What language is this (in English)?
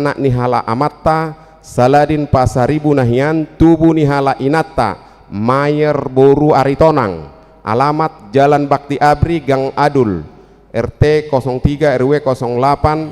Batak Toba